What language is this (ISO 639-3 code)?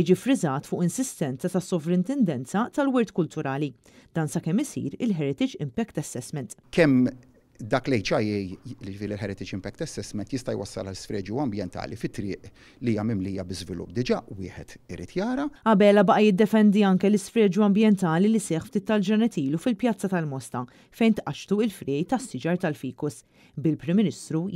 mlt